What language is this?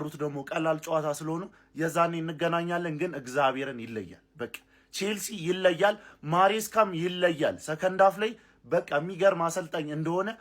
Amharic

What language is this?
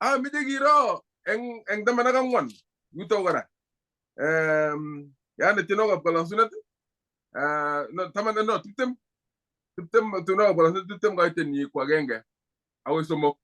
Kalenjin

